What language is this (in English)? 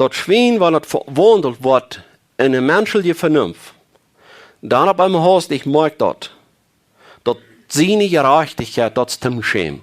Plautdietsch